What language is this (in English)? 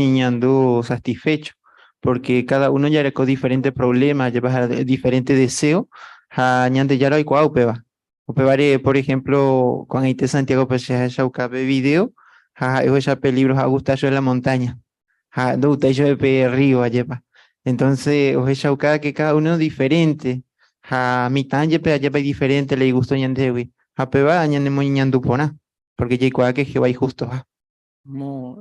Guarani